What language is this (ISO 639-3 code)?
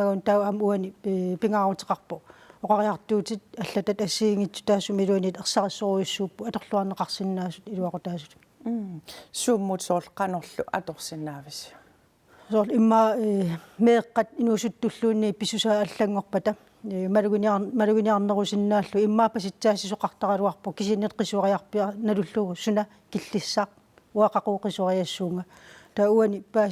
kal